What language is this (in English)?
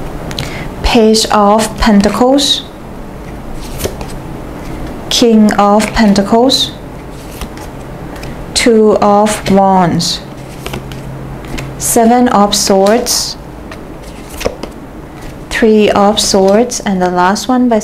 Thai